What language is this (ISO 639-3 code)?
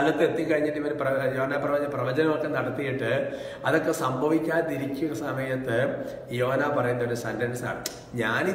mal